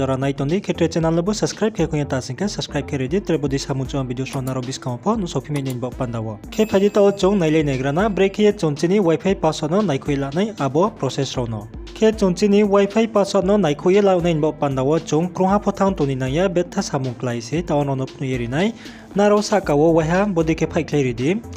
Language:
Riang (India)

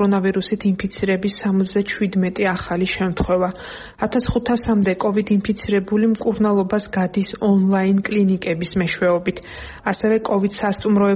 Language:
Georgian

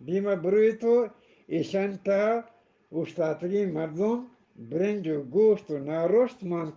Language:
Eastern Balochi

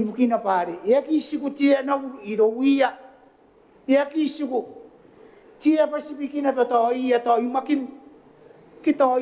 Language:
Gilbertese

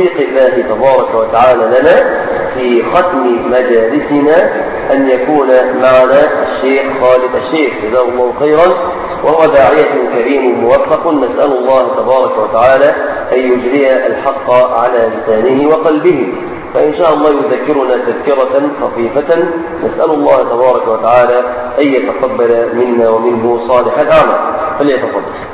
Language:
Arabic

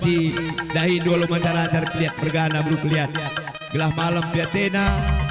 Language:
Batak Karo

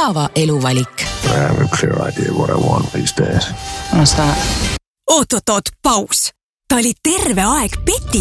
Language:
Estonian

